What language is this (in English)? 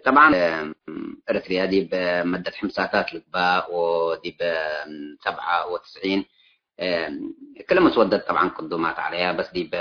Tigre